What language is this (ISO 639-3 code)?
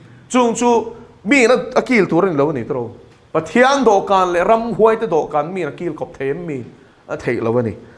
lus